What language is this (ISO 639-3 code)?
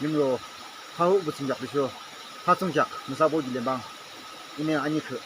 yim